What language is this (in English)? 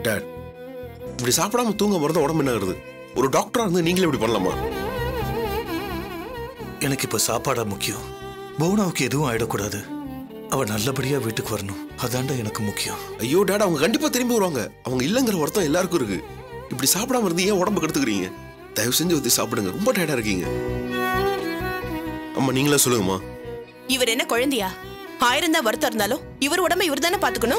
Tamil